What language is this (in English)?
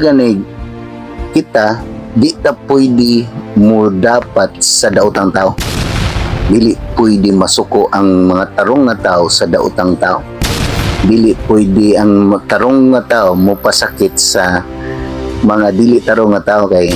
Cebuano